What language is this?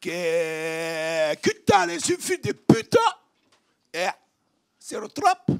Occitan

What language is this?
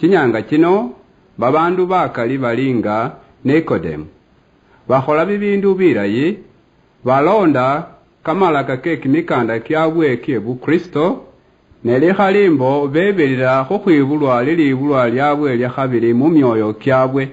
Luyia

